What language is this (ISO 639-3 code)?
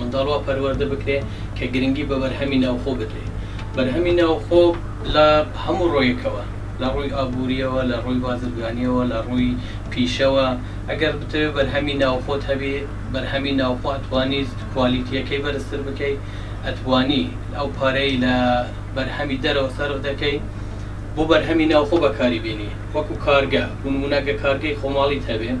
ckb